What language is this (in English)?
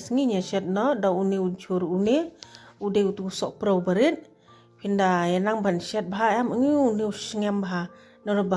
Khasi